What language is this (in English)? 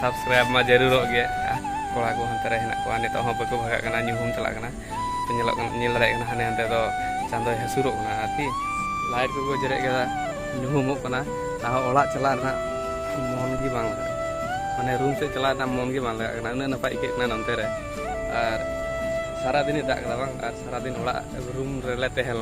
Santali